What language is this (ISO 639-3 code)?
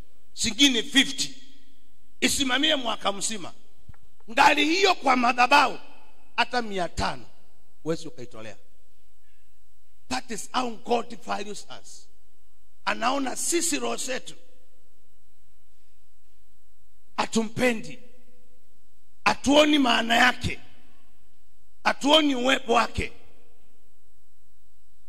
swa